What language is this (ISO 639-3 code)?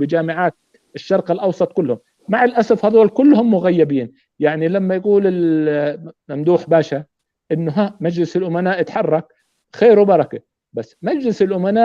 apc